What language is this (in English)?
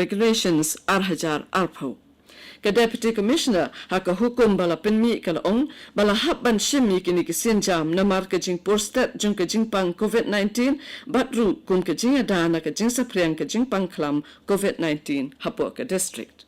Khasi